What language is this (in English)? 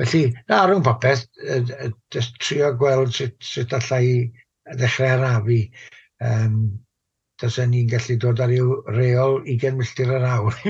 Welsh